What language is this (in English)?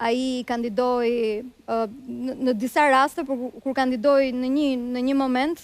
Albanian